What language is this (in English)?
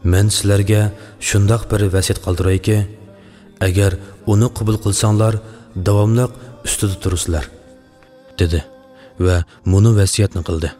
Uyghur